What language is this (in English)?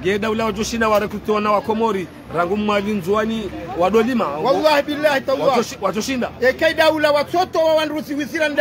Ngazidja Comorian